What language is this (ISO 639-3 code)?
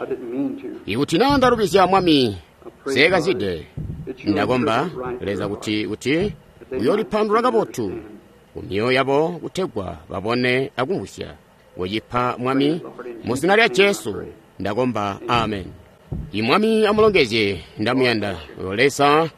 toi